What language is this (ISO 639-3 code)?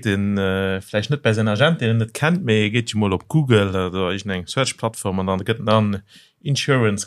ltz